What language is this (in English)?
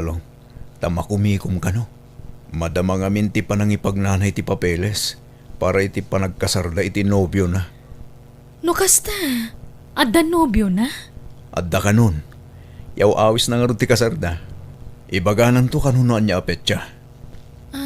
Iloko